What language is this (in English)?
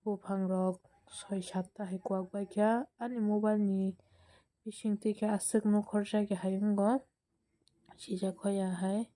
Kok Borok